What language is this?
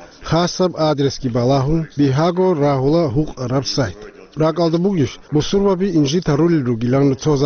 Avaric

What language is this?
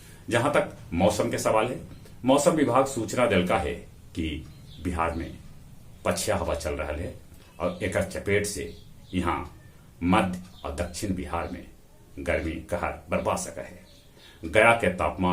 Magahi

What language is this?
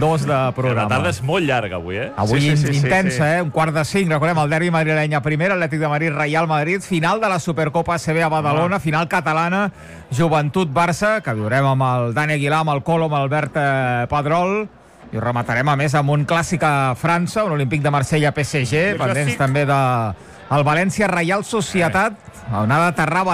Catalan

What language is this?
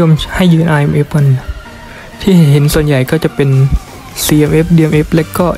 Thai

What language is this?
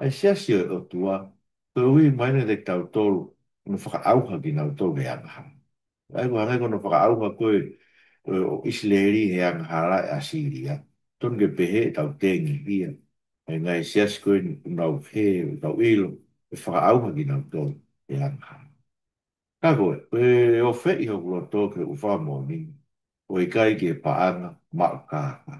Tongan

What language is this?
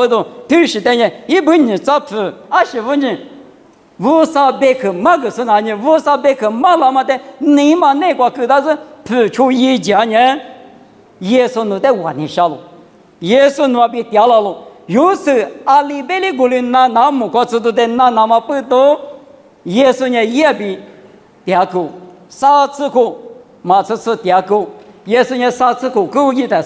Lisu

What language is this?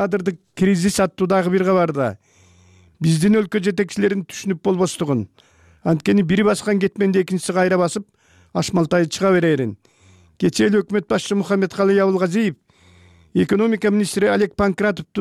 Kyrgyz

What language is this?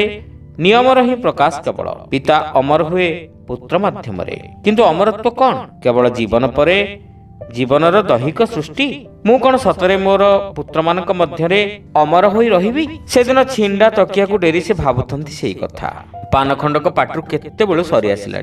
Odia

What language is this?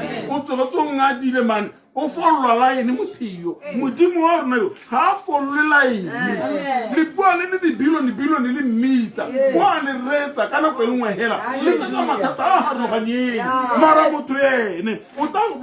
Tswana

